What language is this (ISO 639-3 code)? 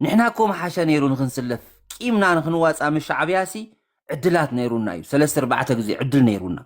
tir